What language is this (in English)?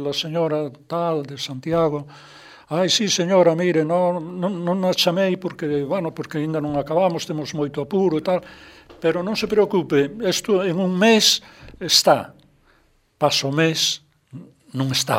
Galician